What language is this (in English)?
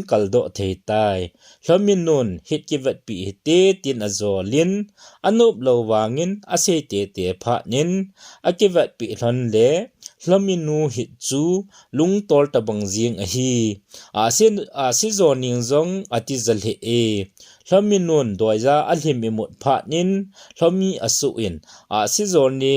Thado Chin